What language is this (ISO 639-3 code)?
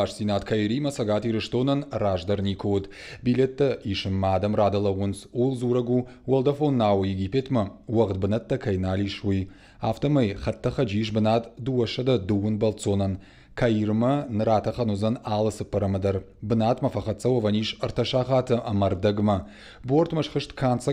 oss